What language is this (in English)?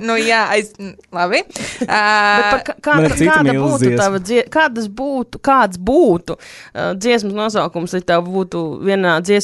Latvian